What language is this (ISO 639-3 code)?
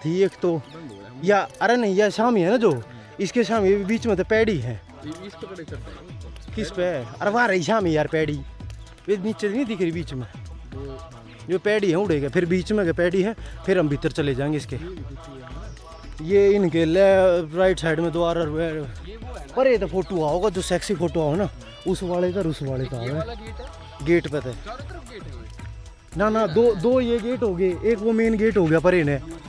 bgc